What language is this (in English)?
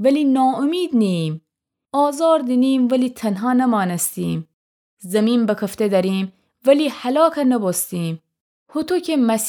Gilaki